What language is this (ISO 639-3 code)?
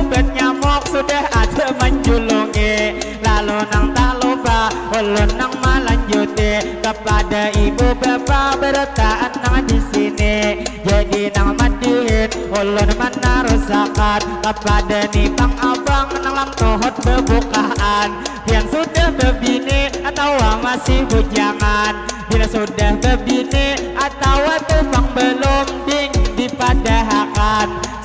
bjn